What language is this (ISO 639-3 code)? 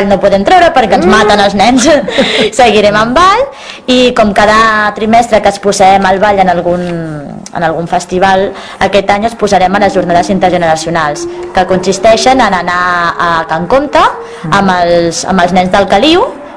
cat